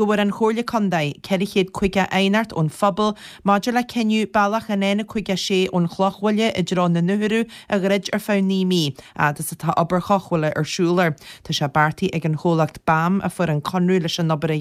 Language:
Irish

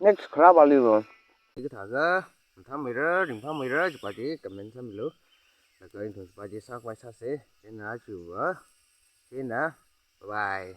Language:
Tangkhul Naga (India)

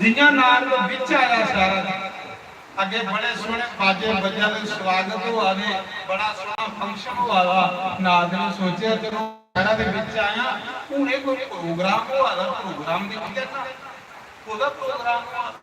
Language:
Dogri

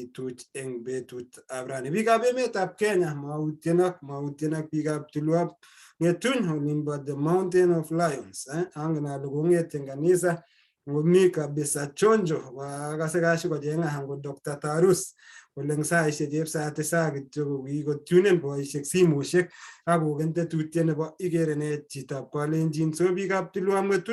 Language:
Kalenjin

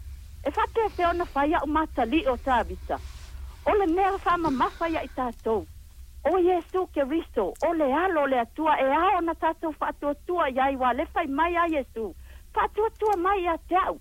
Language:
Samoan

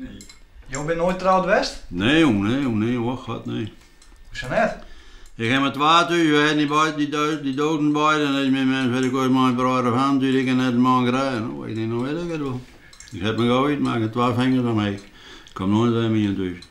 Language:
Western Frisian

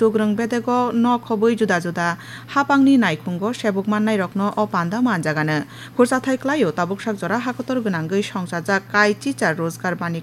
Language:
Kok Borok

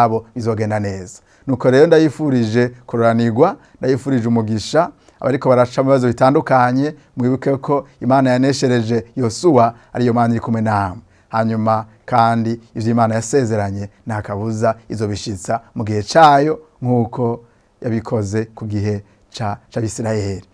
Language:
Rundi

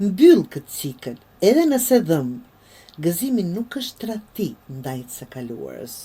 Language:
Albanian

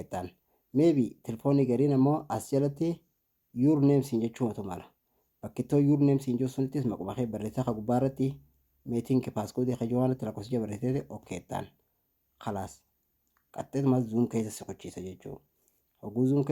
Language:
Oromo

